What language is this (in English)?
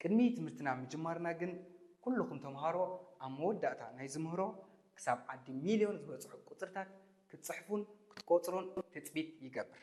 Tigrinya